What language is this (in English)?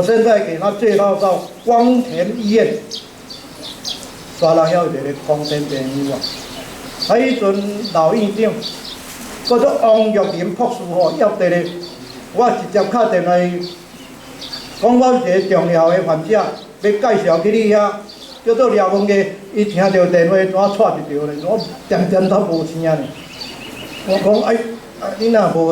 Min Nan Chinese